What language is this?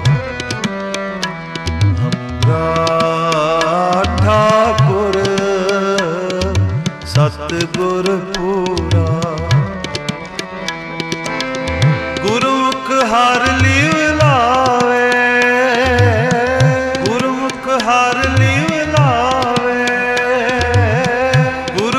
Punjabi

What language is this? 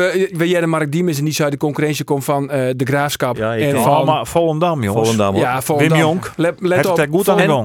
Western Frisian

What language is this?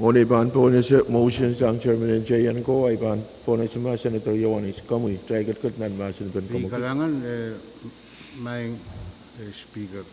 Pohnpeian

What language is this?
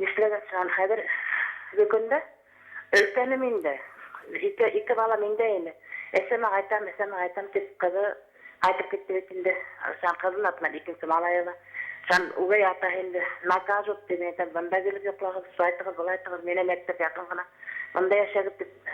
Bashkir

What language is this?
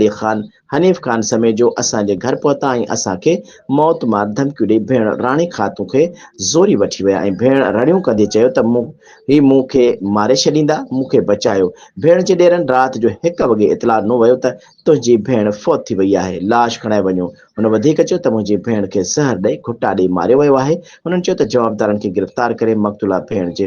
Sindhi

